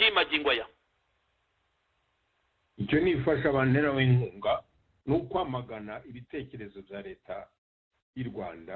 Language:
Kinyarwanda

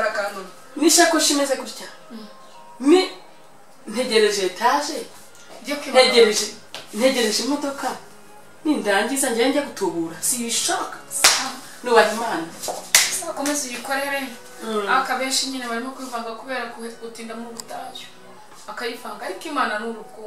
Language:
Kinyarwanda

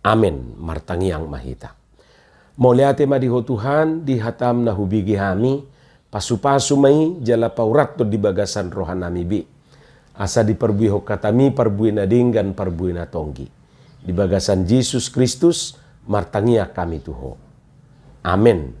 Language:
Batak Toba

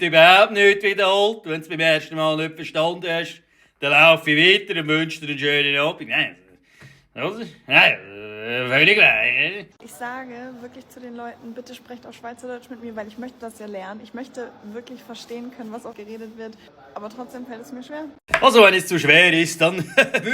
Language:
Swiss German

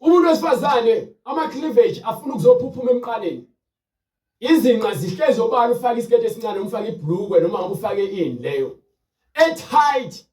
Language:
Zulu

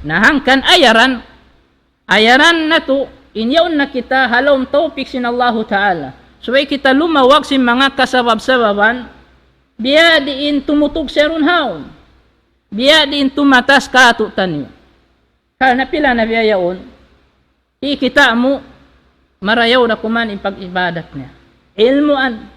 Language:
Tausug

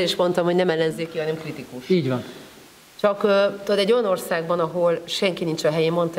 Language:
Hungarian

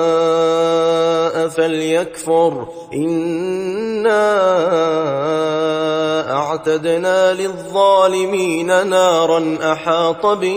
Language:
Arabic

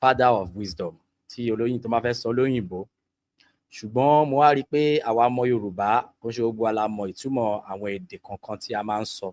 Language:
Yoruba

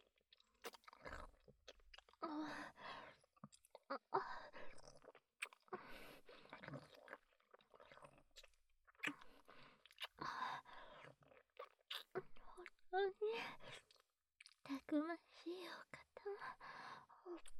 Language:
Japanese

